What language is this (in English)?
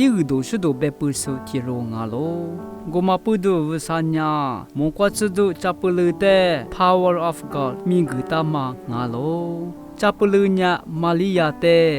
Lisu